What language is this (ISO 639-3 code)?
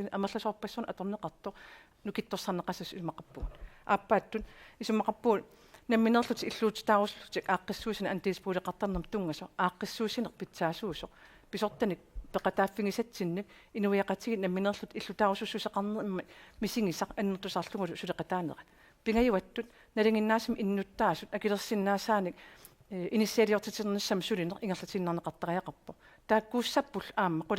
kal